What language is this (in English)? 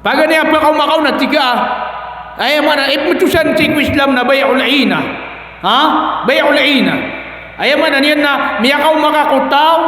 Maranao